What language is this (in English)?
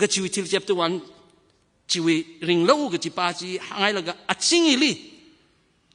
Tangkhul Naga (India)